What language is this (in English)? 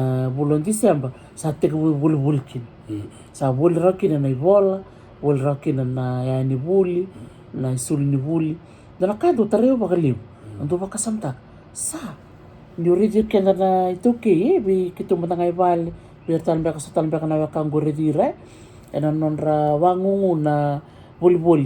Fijian